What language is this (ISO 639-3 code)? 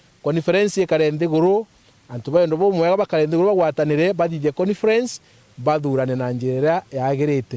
mer